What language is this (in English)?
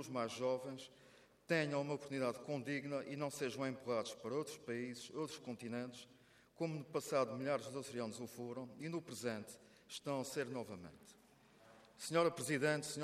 Portuguese